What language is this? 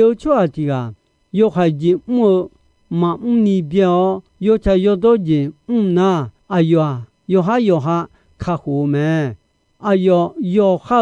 Akha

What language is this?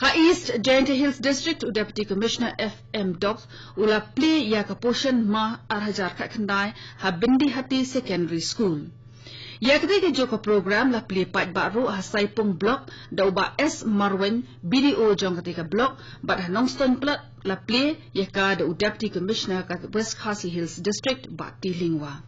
Khasi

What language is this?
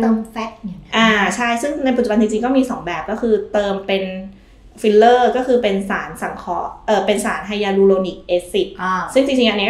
Thai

